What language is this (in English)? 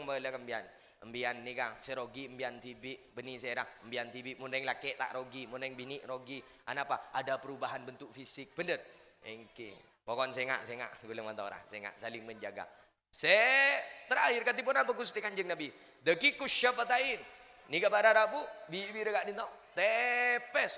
Madurese